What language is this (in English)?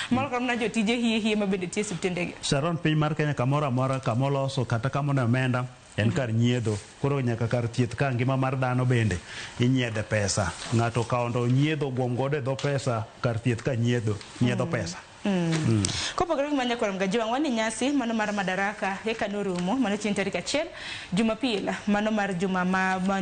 Luo (Kenya and Tanzania)